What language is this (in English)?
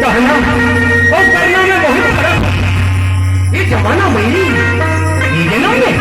Chhattisgarhi